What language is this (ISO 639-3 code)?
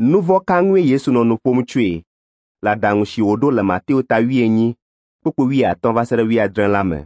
ewe